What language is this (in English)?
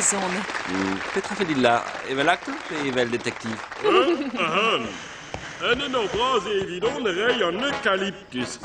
Breton